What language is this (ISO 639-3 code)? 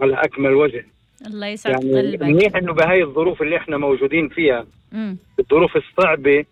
apc